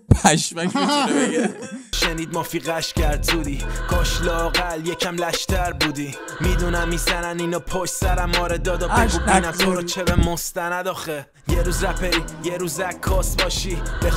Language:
Persian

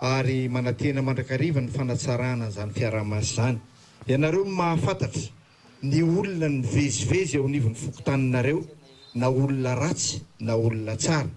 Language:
Malagasy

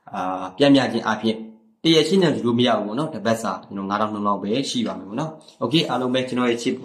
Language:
Burmese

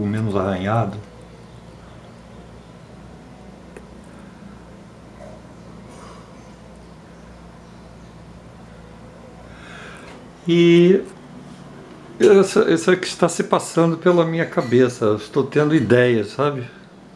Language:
Portuguese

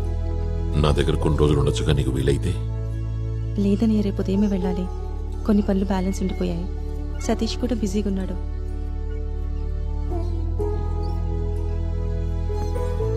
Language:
Telugu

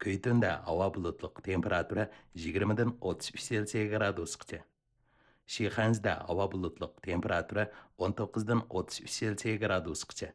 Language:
Uyghur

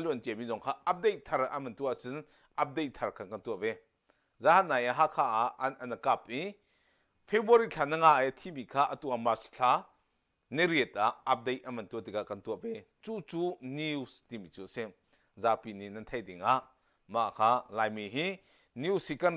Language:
Hakha Chin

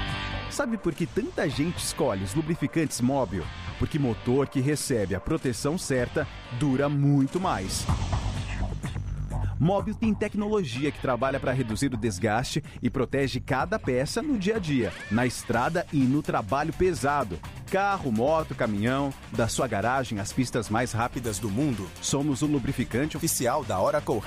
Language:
Portuguese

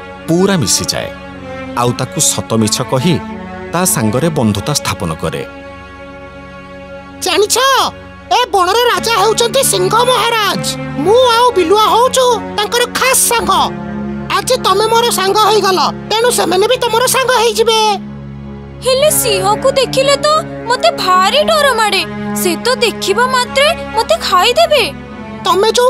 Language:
Odia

